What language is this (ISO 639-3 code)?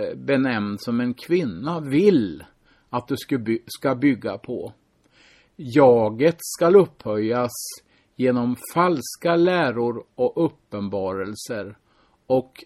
swe